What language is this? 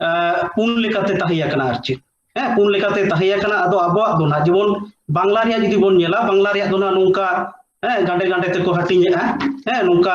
Santali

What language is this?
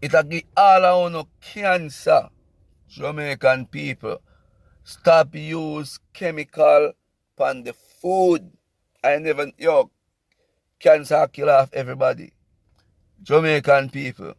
Jamaican Creole English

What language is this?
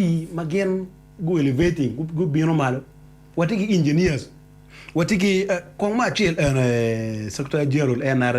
Acoli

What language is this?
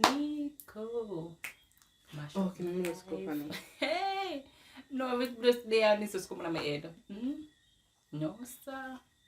Jamaican Creole English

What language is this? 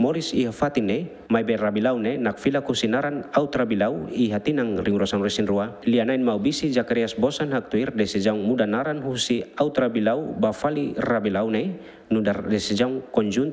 Tetum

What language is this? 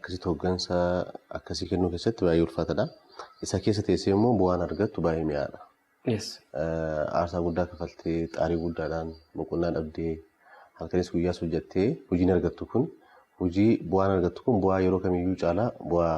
Oromo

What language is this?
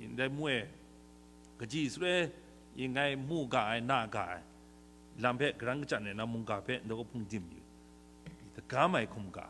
Kachin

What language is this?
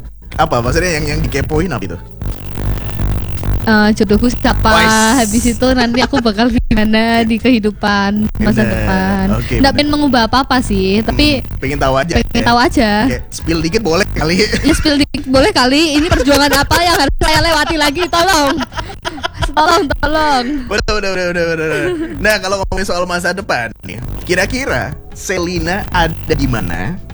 Indonesian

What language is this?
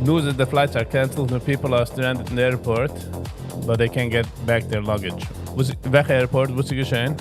Yiddish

